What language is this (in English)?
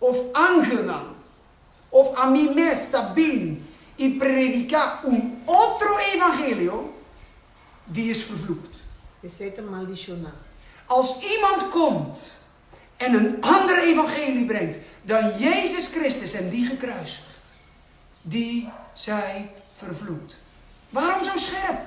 Papiamento